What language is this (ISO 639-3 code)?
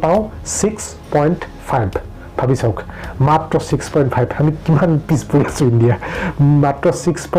asm